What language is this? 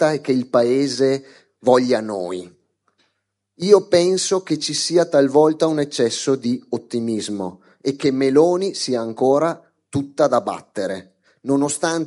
Italian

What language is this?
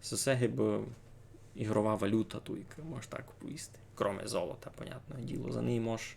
Rusyn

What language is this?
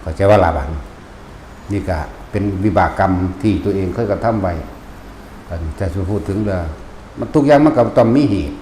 Lao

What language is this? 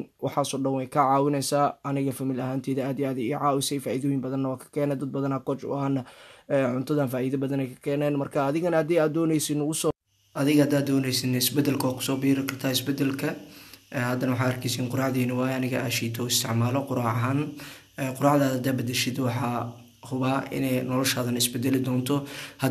Somali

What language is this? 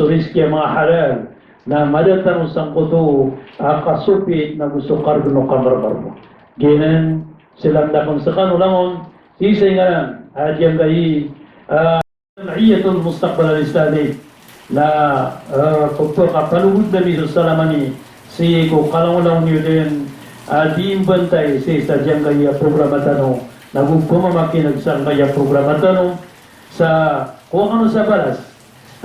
Maranao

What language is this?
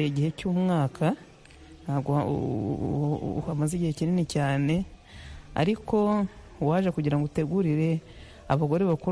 Kinyarwanda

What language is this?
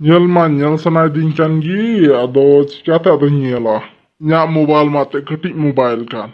Santali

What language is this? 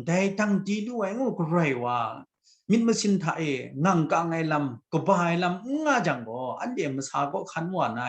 Kachin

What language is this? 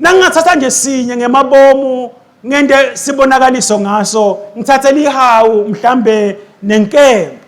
Swati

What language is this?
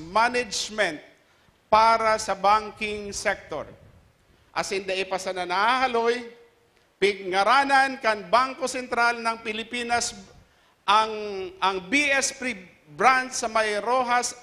Bikol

